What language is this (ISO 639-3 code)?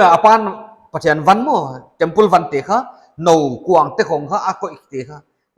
pck